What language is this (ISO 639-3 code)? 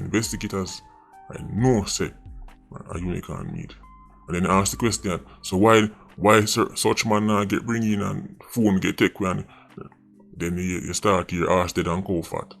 jam